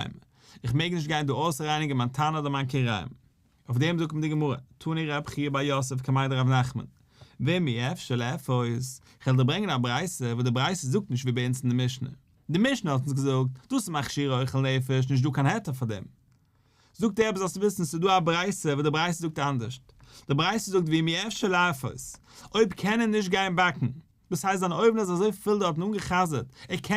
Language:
Yiddish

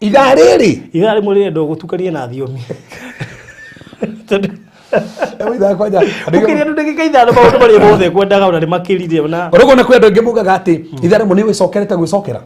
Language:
Kikuyu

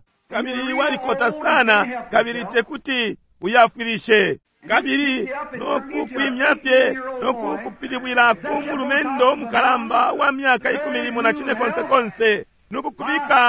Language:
Bemba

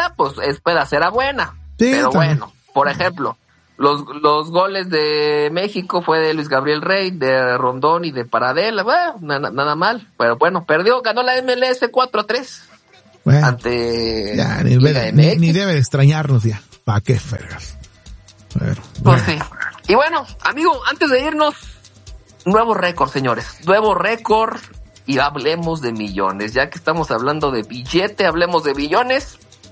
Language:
Spanish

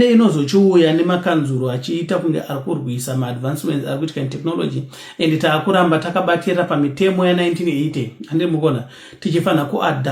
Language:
Shona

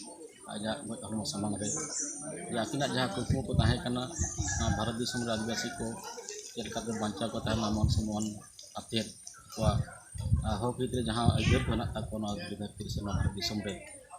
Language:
Santali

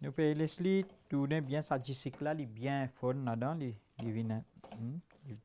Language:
Morisyen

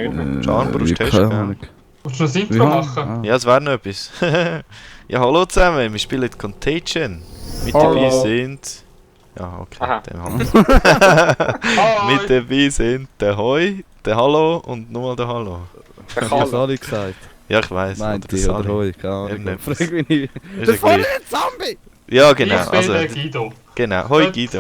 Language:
Swiss German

